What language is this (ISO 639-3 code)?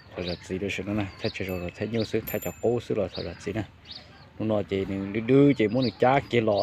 hmn